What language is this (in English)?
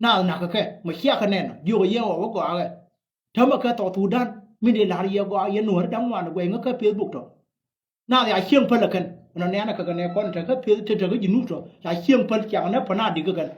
Nuer